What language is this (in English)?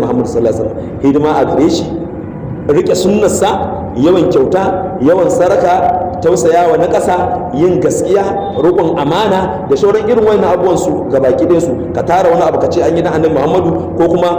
Hausa